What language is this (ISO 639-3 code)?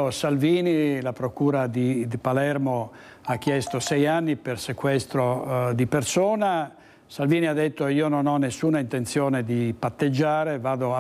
ita